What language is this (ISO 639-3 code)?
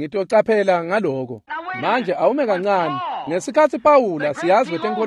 ssw